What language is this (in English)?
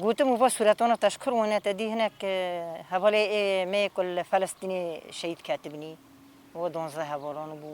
Kurdish